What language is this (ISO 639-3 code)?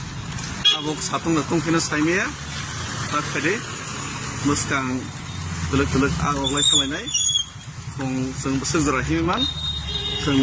trp